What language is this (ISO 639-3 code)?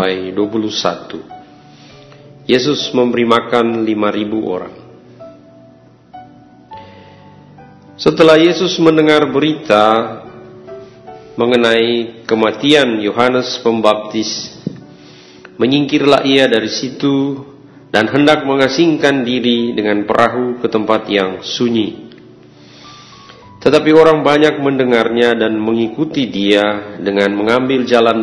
ind